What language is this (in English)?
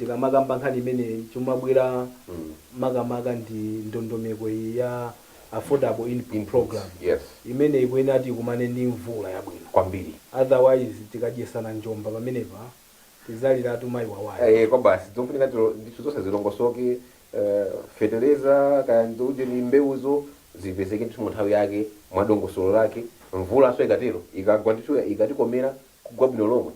Nyanja